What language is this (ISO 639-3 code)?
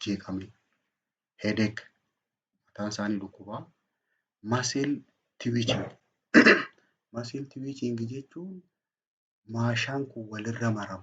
orm